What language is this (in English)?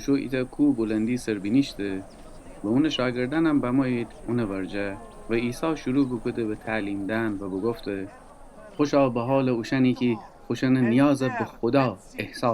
Gilaki